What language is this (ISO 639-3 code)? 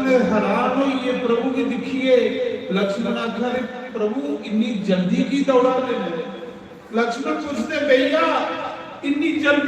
doi